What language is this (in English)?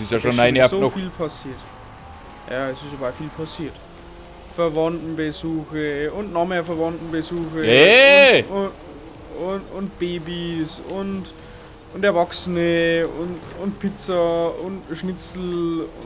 Bavarian